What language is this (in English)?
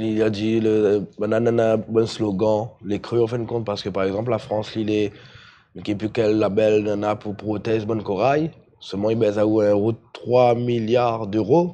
Morisyen